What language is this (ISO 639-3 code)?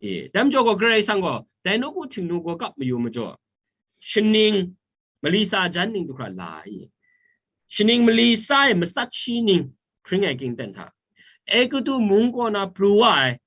kac